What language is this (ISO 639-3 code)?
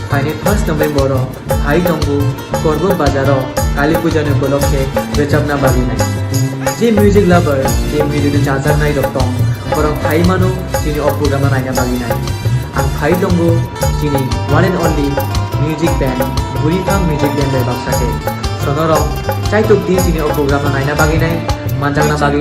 trp